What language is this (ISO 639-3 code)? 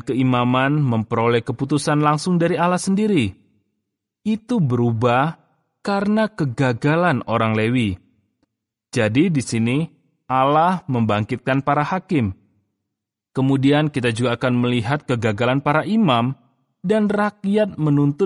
ind